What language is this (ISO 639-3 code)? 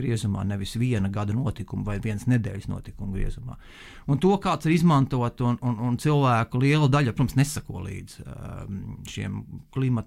lav